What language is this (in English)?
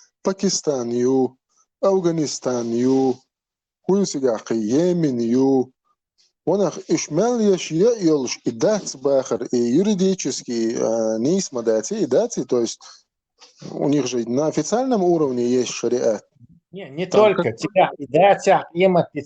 Chechen